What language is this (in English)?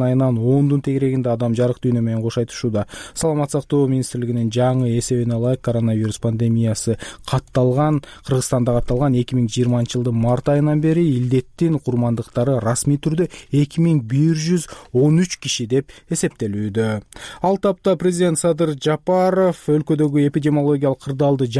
Kyrgyz